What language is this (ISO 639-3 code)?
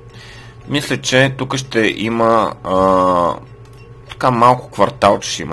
bul